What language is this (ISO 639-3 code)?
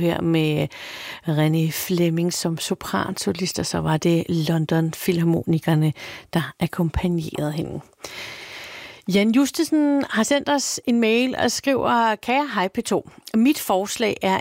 dan